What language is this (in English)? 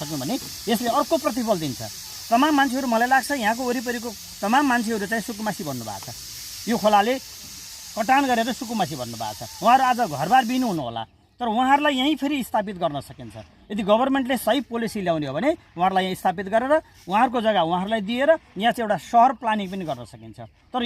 Nepali